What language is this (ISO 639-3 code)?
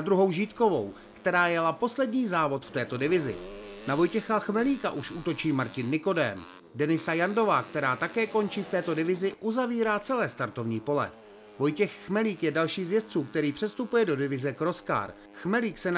ces